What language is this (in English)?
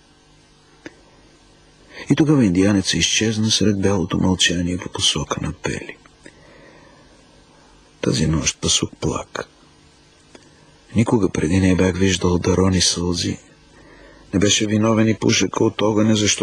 Bulgarian